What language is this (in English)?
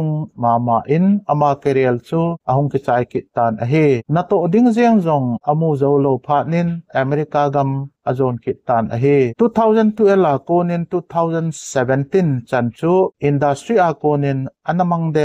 Thado Chin